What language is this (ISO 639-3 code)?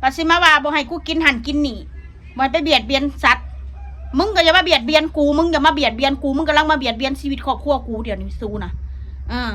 tts